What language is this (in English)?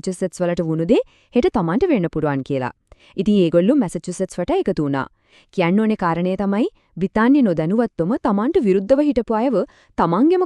Sinhala